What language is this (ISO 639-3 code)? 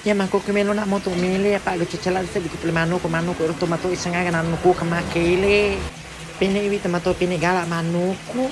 bug